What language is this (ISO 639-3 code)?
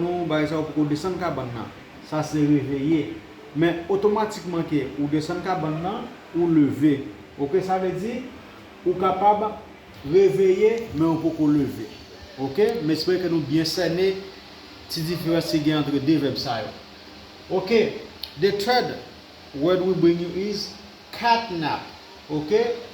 hat